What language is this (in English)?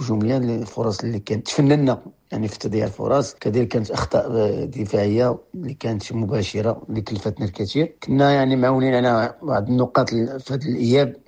Moroccan Arabic